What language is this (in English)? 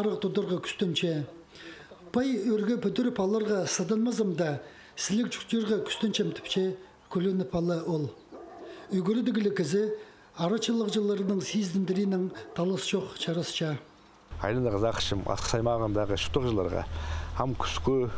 Khakas